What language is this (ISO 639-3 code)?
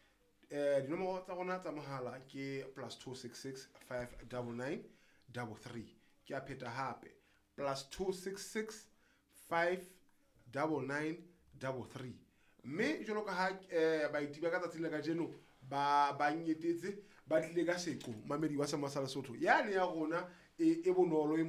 sot